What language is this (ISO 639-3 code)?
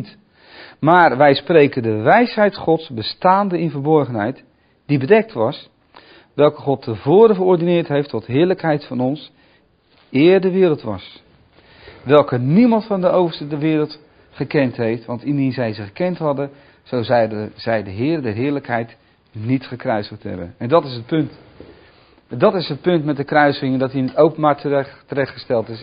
nld